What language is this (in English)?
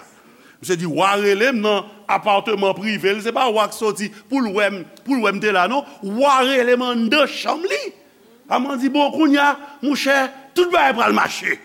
Haitian Creole